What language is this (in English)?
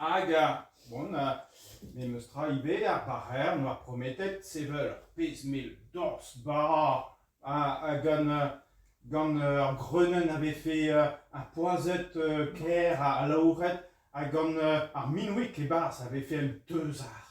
Breton